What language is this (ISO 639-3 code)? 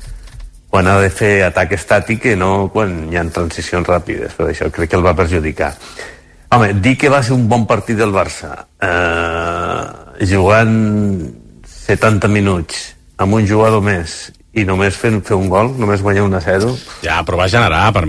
cat